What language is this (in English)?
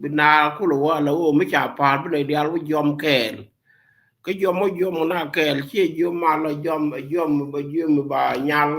Nuer